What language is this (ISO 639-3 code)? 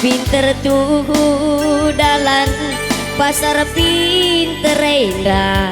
btx